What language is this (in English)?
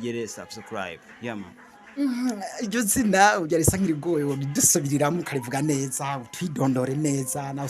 Rundi